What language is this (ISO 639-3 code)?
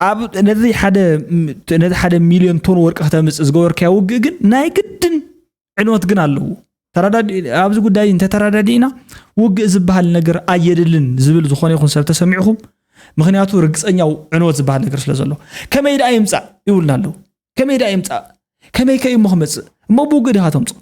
tir